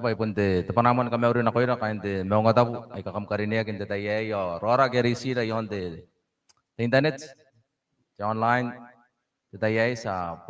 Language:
Gilbertese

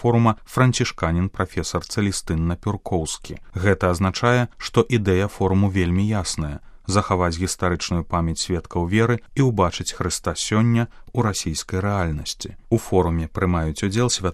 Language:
Belarusian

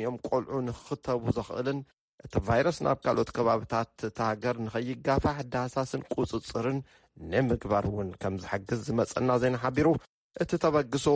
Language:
Tigrinya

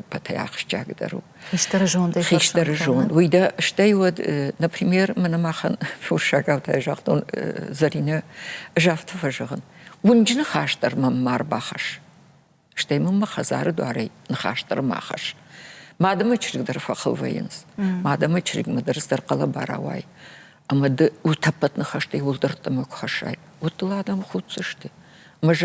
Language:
Ossetic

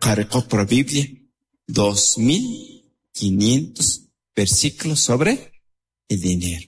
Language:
Kʼicheʼ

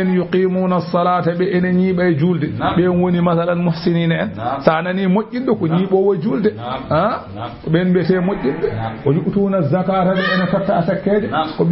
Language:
Fula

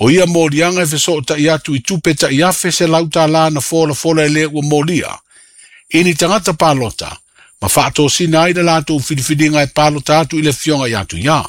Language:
Samoan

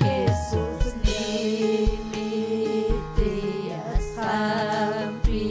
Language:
Ayacucho Quechua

